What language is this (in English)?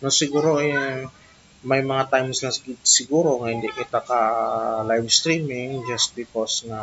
Hiligaynon